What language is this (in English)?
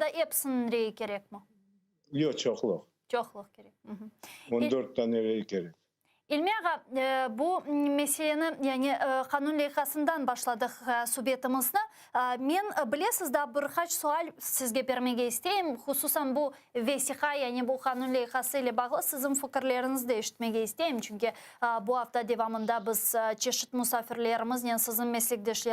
Crimean Tatar